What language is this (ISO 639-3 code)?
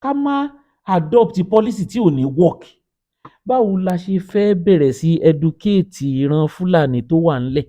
yor